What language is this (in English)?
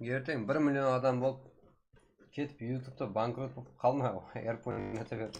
Kara-Kalpak